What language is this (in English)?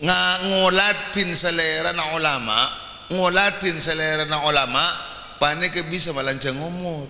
Madurese